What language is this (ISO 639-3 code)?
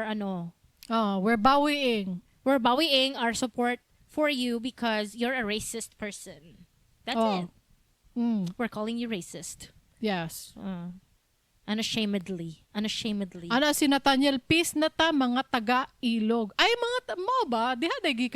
ceb